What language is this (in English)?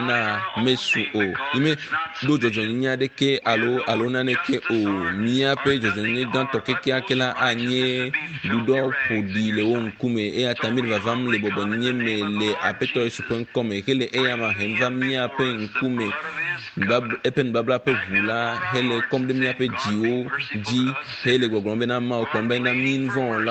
Ewe